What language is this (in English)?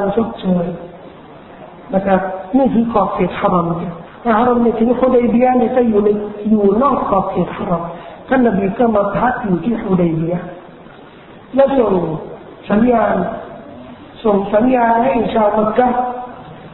Thai